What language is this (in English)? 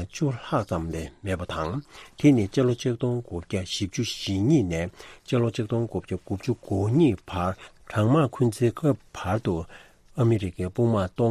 Tibetan